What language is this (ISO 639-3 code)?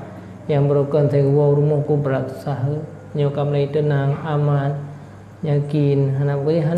ace